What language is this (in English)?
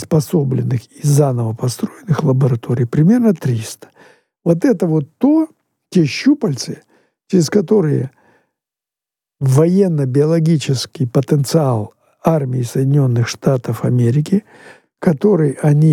Russian